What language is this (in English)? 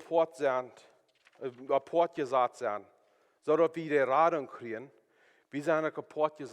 Plautdietsch